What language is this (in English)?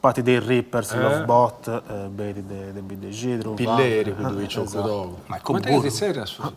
Sardinian